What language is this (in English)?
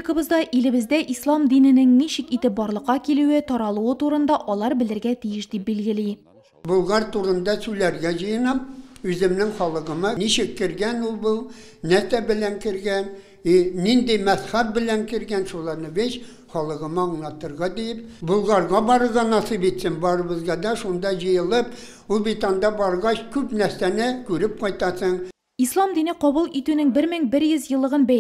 Tatar